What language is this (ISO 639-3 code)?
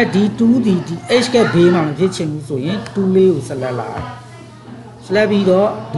mya